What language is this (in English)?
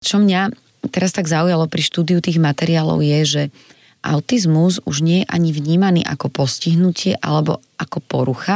Slovak